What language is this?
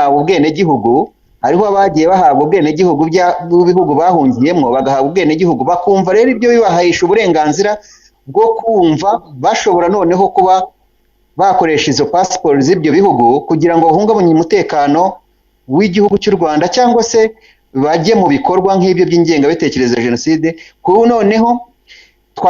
Kinyarwanda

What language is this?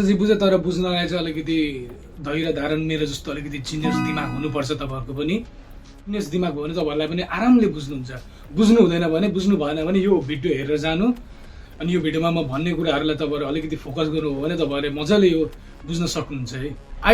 Nepali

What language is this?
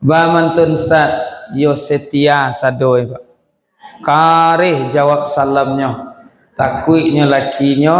Minangkabau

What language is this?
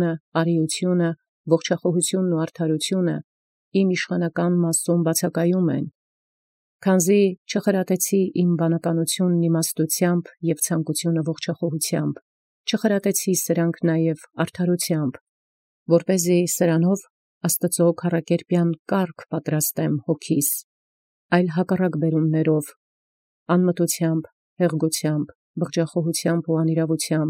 Armenian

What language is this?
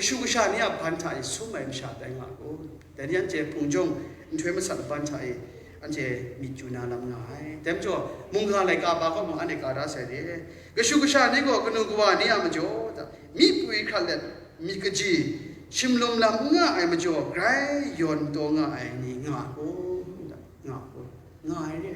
Kachin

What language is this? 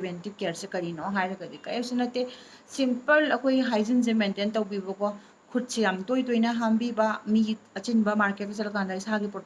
Manipuri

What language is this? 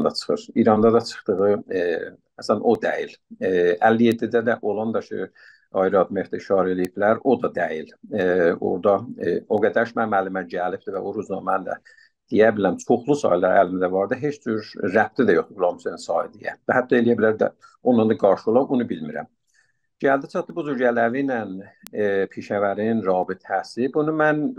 South Azerbaijani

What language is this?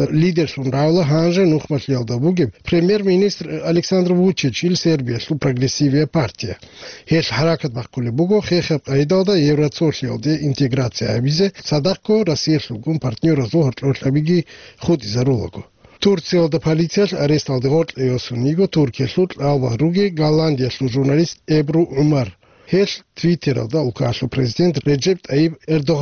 Avaric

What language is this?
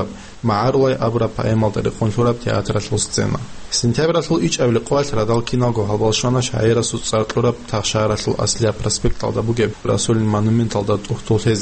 Avaric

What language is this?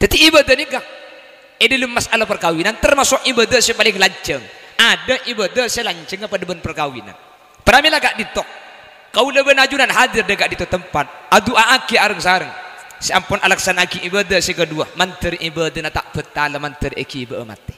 Madurese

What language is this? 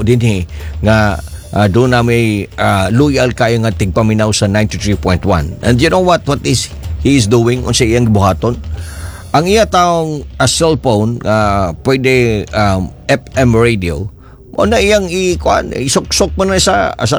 Cebuano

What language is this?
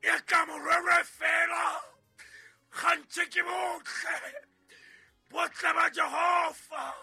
Southern Sotho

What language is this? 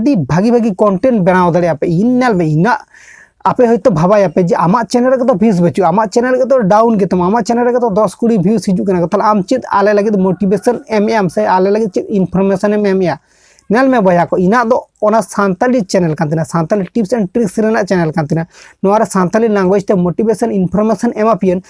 Santali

